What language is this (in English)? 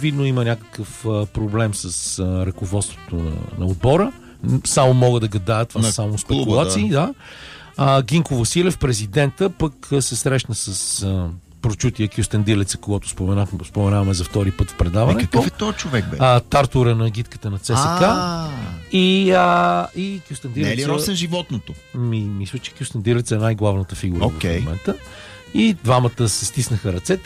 Bulgarian